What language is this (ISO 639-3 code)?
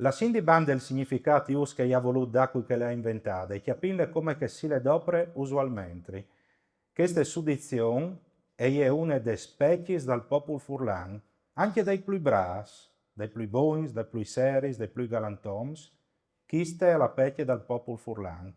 fur